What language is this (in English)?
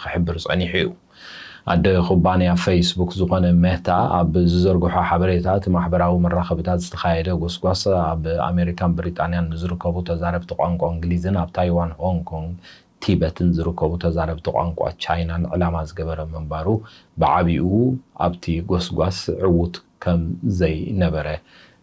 Tigrinya